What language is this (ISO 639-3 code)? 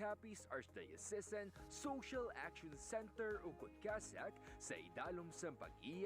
hil